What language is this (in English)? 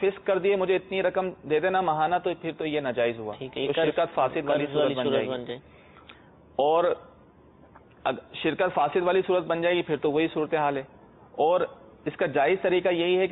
Urdu